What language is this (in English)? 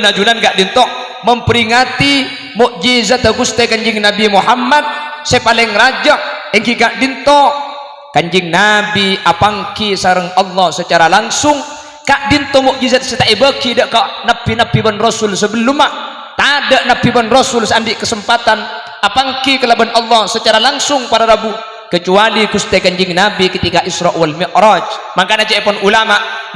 Madurese